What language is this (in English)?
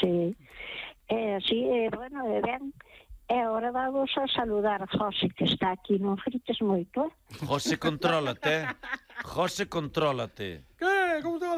Galician